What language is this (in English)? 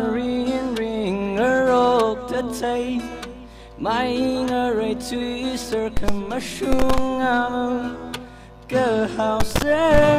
Tangkhul Naga (India)